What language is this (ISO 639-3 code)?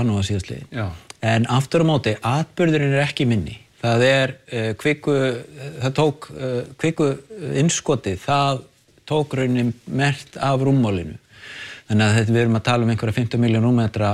isl